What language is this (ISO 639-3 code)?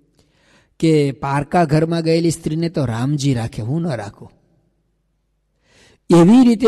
guj